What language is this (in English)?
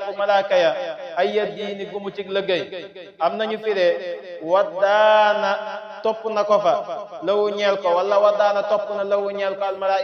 Wolof